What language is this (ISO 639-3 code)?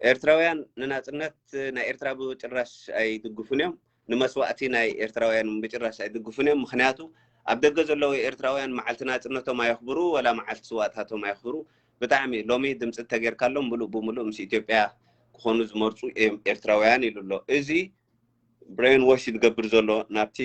tir